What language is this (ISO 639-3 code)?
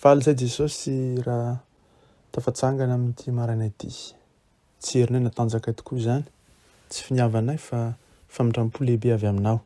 mlg